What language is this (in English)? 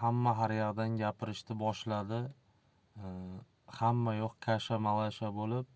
Uzbek